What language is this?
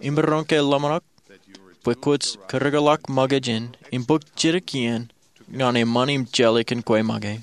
Marshallese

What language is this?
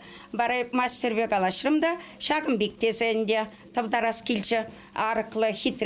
Chuvash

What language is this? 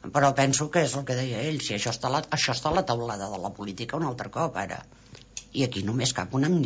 Catalan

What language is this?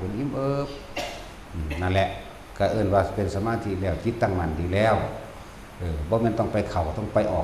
Northeastern Thai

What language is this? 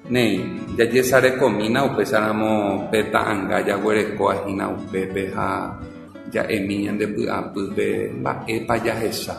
Guarani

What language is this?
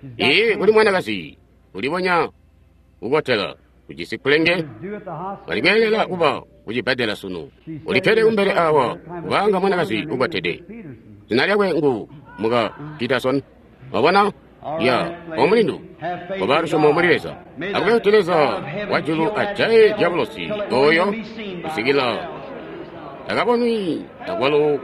Tonga (Zambia)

